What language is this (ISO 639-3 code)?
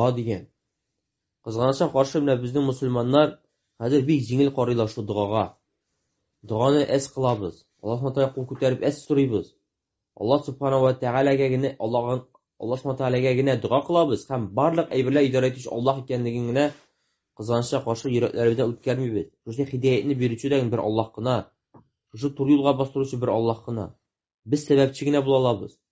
tat